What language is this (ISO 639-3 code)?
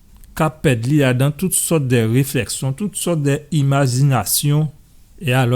gcf